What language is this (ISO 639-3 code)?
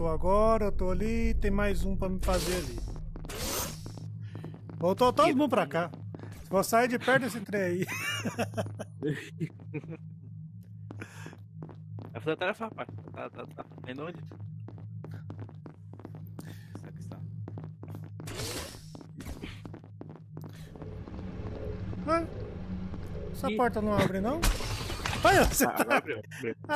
por